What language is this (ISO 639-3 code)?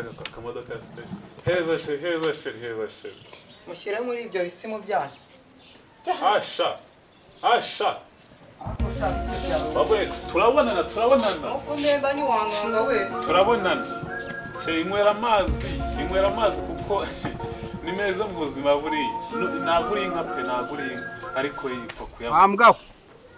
kin